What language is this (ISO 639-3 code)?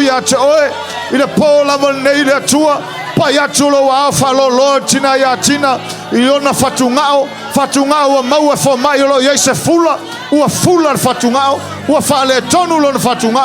smo